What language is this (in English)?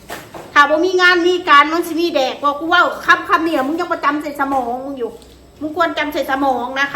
Northeastern Thai